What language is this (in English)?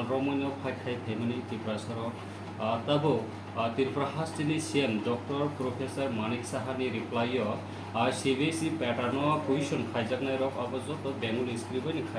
Kok Borok